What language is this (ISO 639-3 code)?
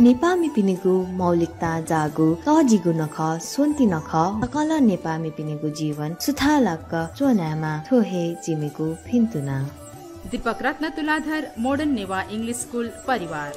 new